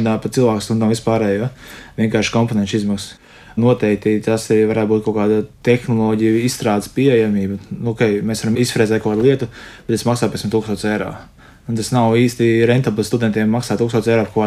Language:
Latvian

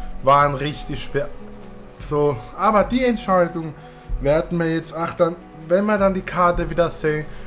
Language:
German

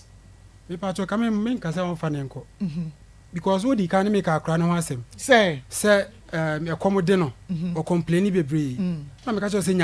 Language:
Akan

